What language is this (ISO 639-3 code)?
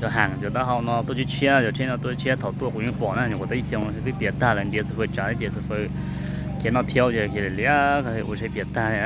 hmn